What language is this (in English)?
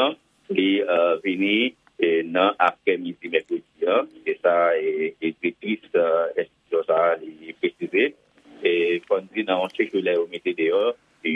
Haitian Creole